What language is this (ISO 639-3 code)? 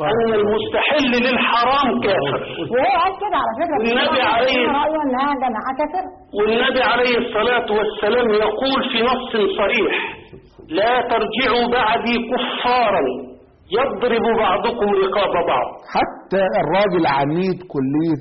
arz